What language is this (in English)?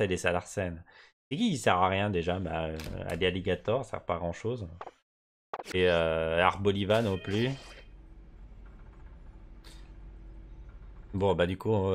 French